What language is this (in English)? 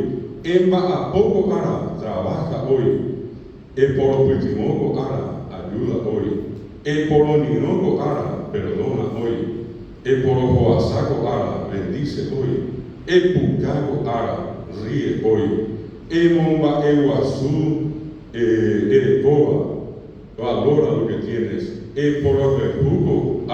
Guarani